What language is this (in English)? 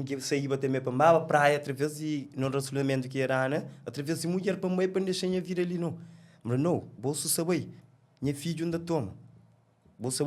Kabuverdianu